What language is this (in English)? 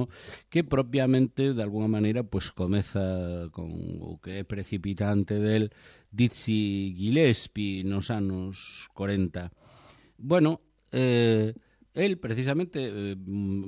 Galician